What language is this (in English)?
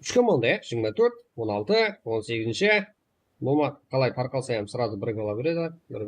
Kara-Kalpak